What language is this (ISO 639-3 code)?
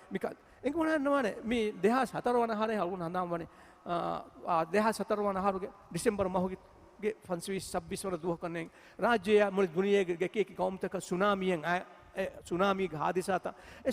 div